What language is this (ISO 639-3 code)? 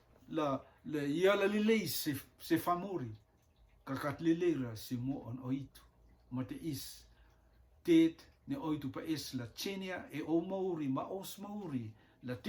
rtm